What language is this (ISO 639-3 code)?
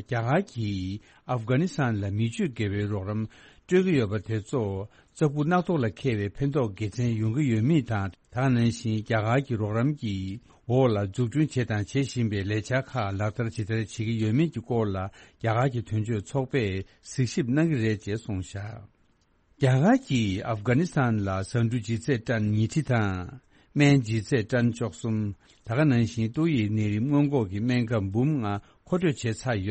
bod